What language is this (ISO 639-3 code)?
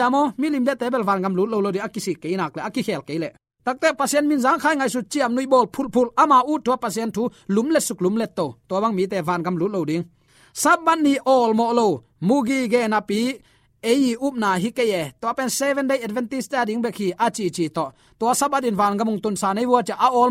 ctd